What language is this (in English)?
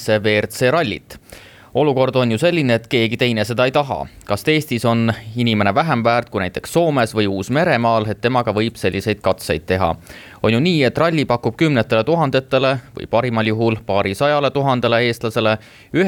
Estonian